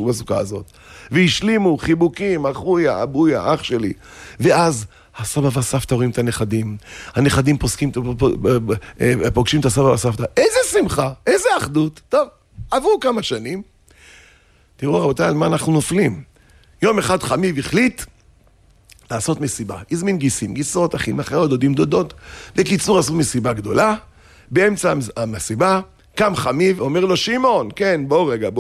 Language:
Hebrew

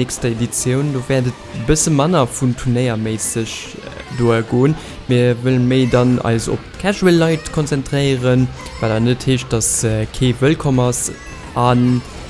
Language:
Luxembourgish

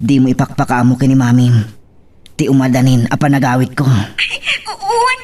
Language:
Iloko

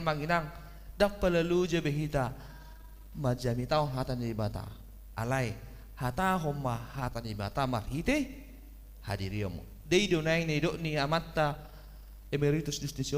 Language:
Batak Toba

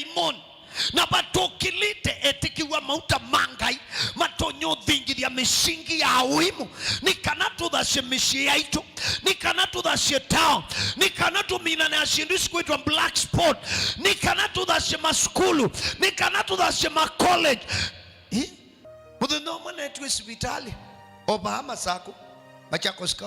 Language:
Kamba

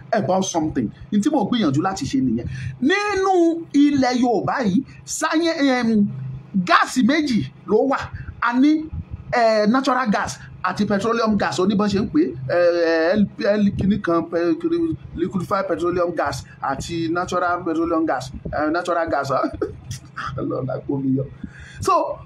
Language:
Yoruba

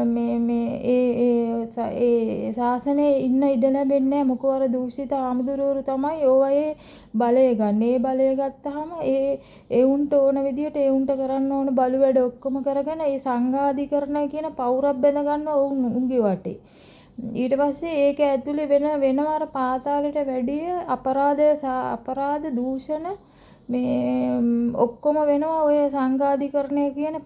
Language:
Sinhala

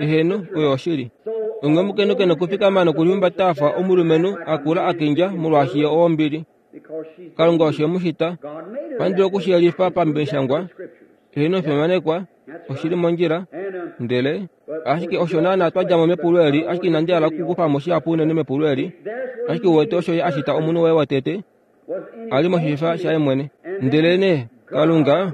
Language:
Kuanyama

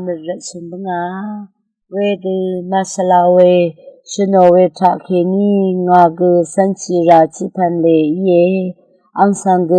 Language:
Rawang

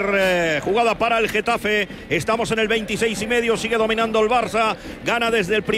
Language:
Spanish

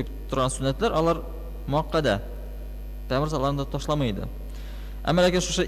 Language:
Tatar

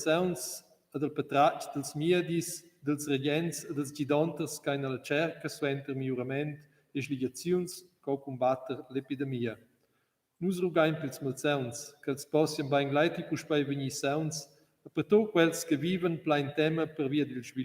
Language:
Romansh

